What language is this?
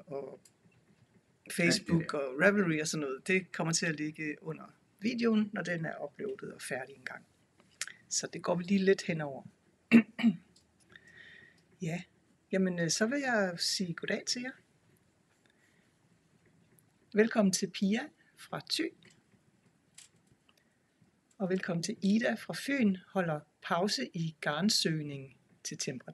Danish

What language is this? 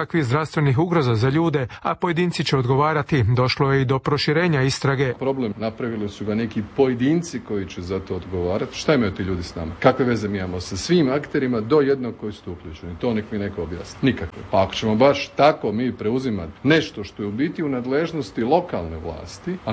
Croatian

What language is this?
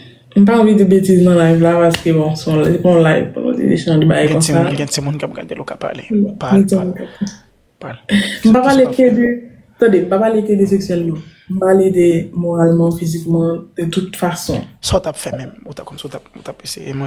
Haitian Creole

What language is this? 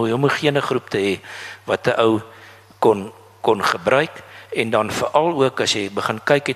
Afrikaans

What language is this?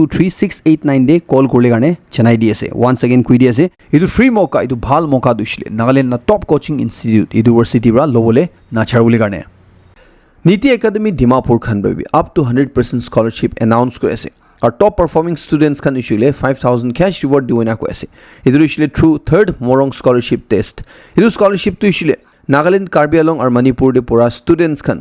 Naga Pidgin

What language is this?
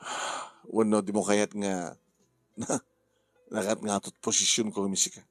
Iloko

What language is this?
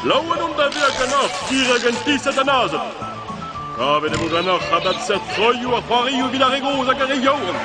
Breton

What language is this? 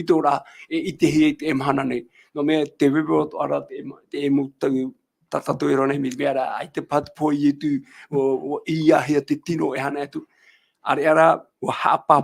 Tahitian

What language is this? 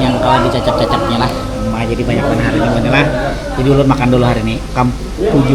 Banjar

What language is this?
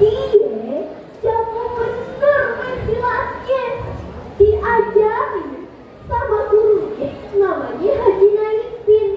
Betawi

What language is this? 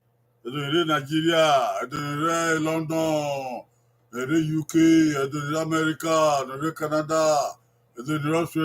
Bini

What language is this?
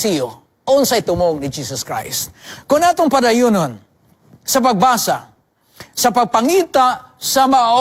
Cebuano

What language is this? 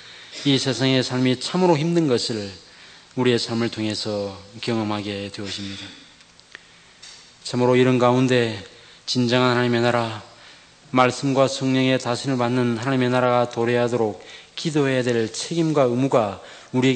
Korean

